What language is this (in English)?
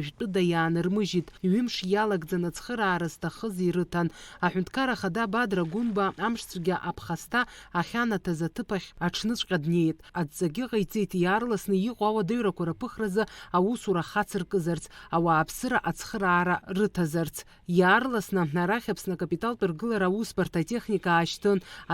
Abkhazian